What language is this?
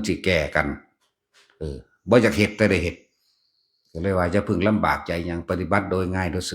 Northeastern Thai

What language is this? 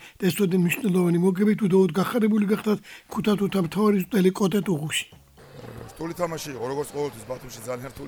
Georgian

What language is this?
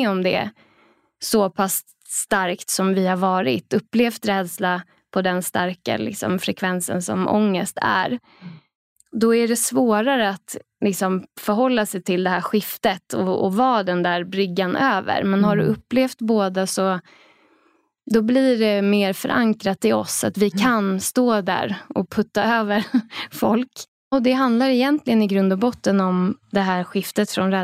Swedish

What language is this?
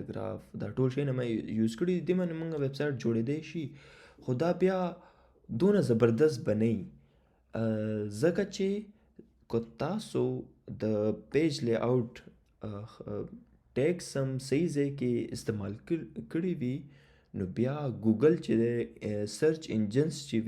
Pashto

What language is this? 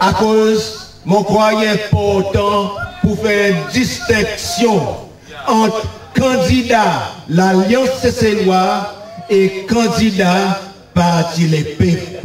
Seselwa Creole French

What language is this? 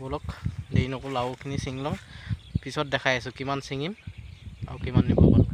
Assamese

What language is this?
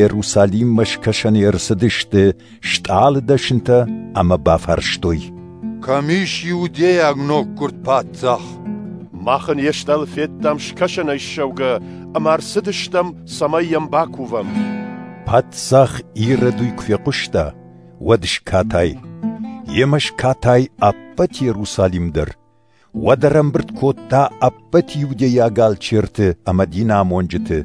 Ossetic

